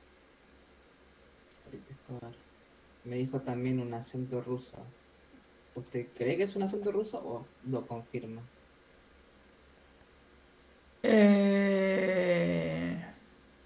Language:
Spanish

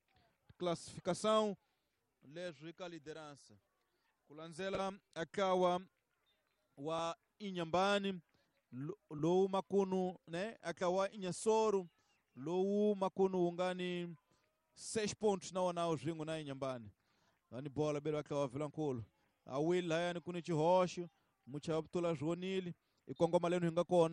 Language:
Tsonga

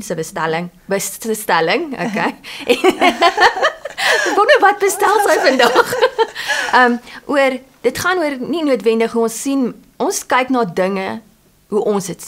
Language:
Afrikaans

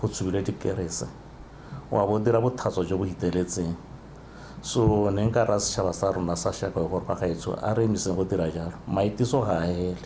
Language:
Tswana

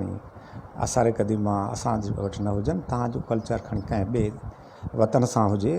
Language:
Sindhi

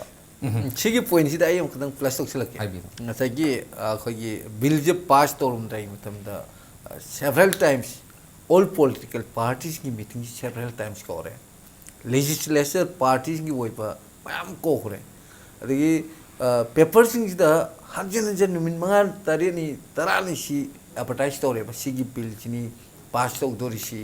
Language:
Manipuri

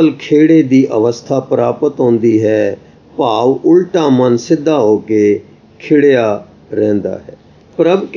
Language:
Punjabi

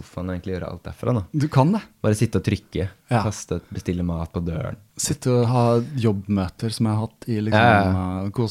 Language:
Norwegian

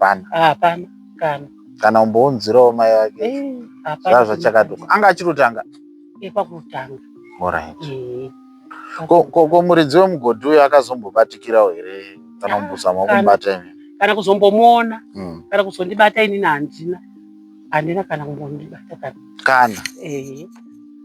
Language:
Shona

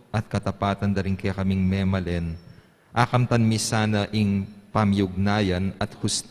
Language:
Pampanga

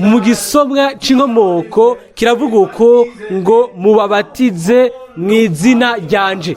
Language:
Rundi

